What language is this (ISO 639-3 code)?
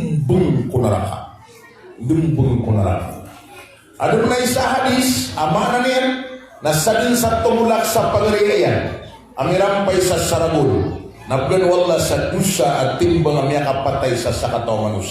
mrw